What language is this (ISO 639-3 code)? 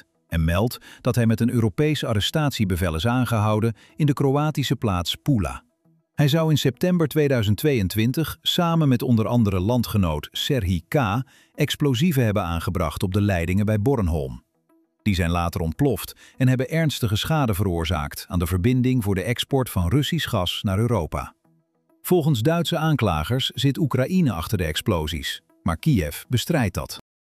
nld